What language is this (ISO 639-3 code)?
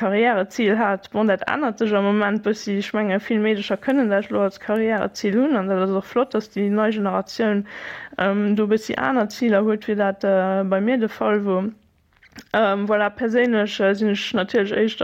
ltz